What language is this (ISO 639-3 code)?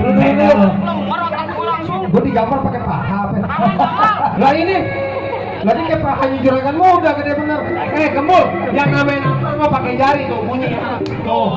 bew